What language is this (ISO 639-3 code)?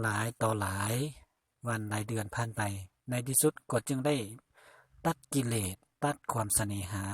lao